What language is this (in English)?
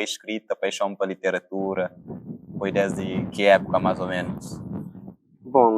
Kabuverdianu